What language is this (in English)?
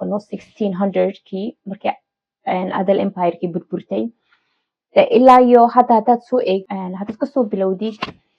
Somali